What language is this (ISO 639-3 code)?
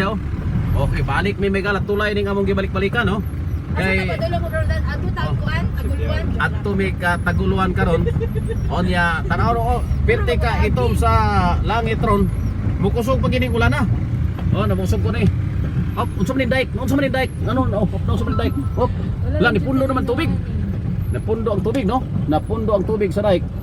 ceb